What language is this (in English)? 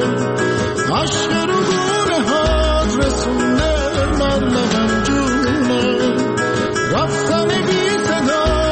Persian